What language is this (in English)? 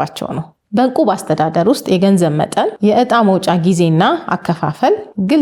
Amharic